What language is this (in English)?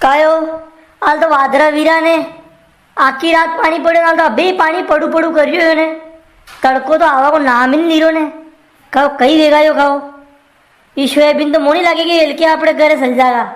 Rajasthani